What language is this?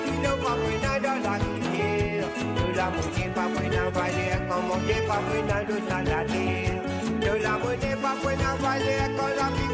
Morisyen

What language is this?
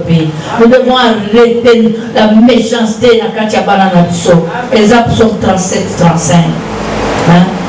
Lingala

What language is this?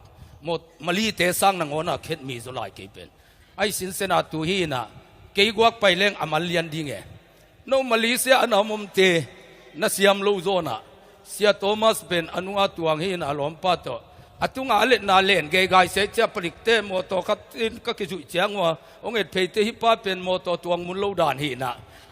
Tedim Chin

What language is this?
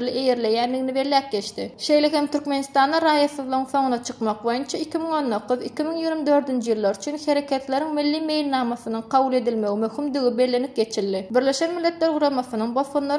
Turkmen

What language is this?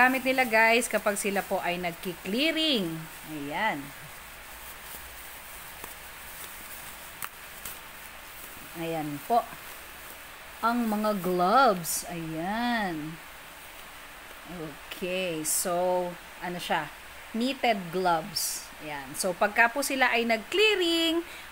Filipino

